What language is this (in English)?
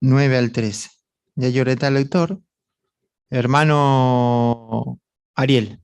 Guarani